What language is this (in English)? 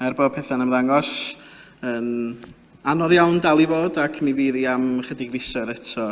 Welsh